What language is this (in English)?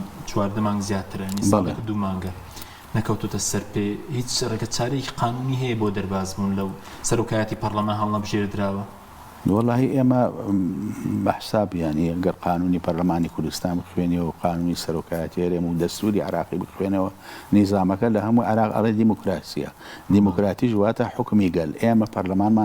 Central Kurdish